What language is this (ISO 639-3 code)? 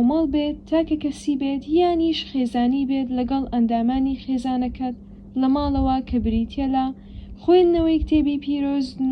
ckb